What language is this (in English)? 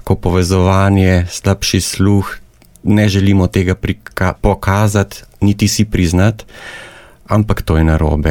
Slovenian